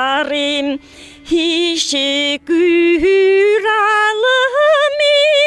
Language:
Tatar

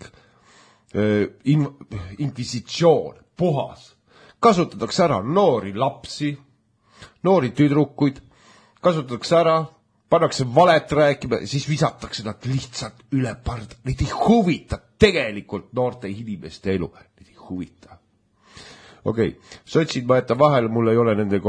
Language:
Estonian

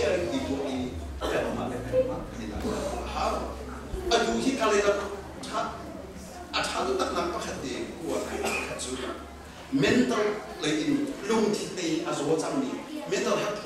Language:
Hakha Chin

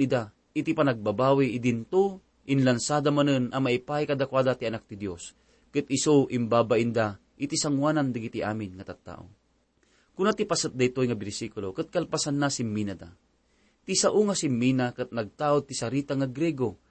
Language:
Iloko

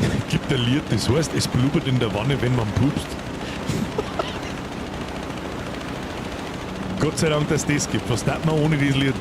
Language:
Bavarian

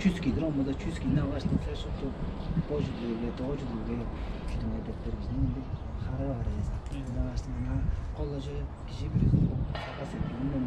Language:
Tuvinian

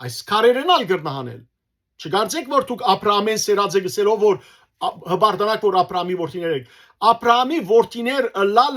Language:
Western Armenian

